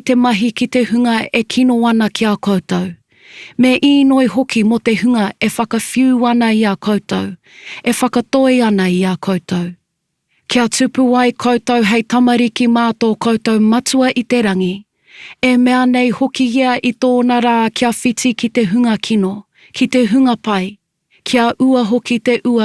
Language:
Māori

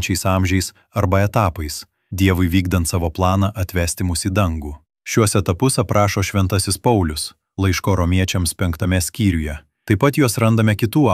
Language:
Lithuanian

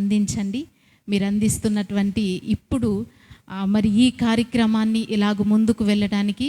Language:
Koya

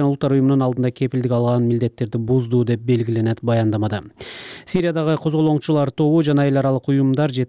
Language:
Kyrgyz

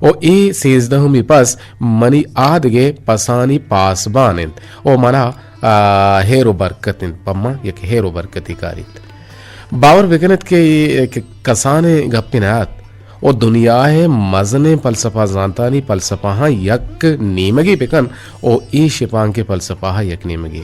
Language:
Eastern Balochi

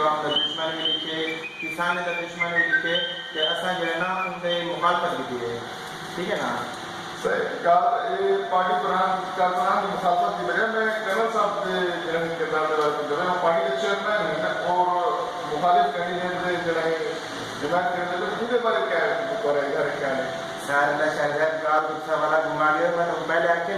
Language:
Saraiki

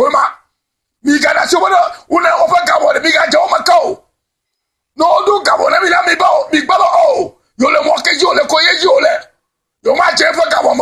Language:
Ewe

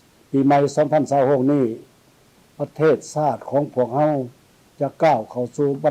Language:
Lao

